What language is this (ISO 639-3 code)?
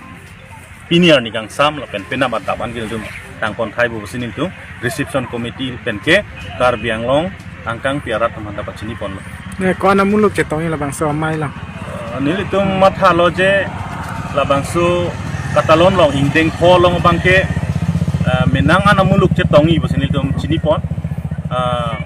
mjw